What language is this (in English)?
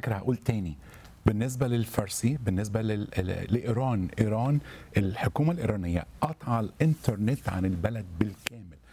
Egyptian Arabic